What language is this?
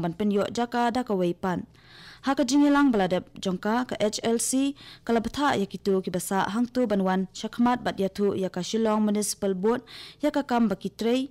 Khasi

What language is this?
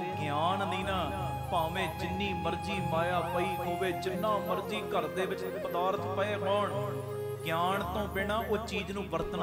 Punjabi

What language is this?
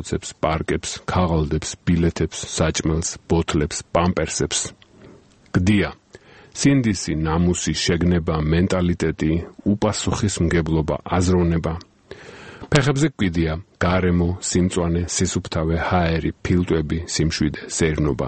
Georgian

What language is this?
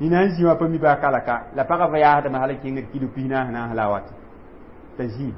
Mossi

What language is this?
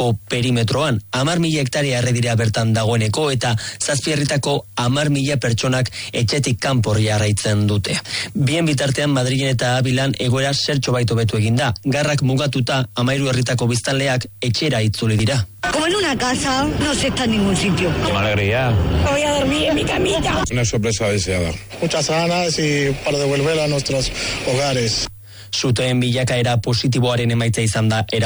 Basque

